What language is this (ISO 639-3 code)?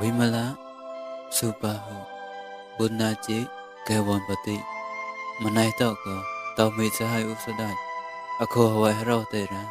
mnw